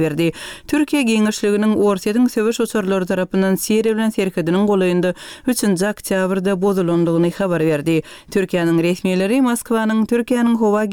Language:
Turkmen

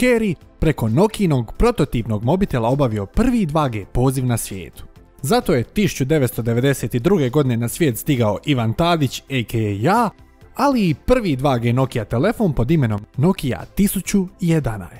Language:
Croatian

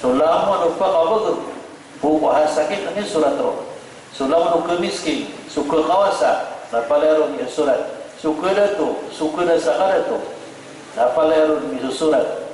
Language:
Maranao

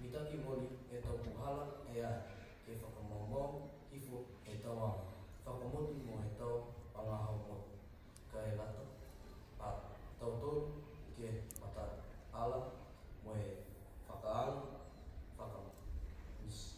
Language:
Niuean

